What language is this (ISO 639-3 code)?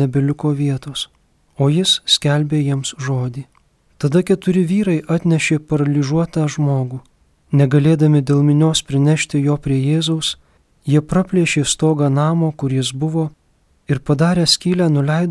lit